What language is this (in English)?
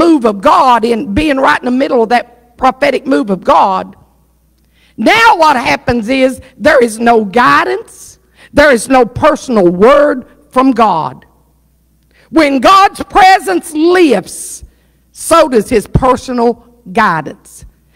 English